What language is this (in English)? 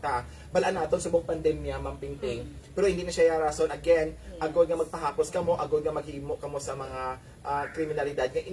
Hiligaynon